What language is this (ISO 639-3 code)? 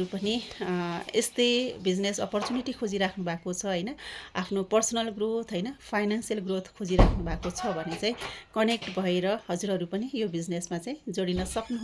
nep